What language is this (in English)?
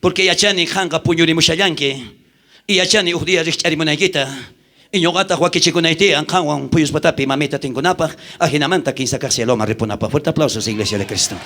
South Bolivian Quechua